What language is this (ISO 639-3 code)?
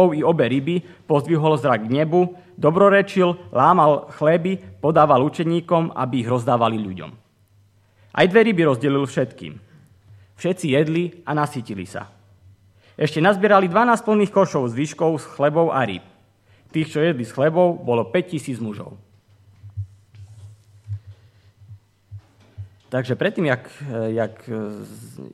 slk